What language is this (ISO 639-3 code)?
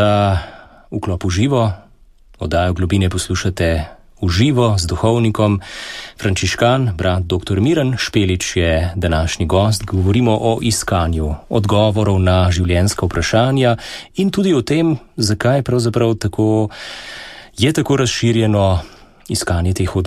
slv